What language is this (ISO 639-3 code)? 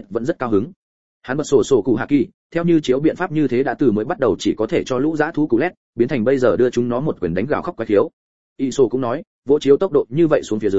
vie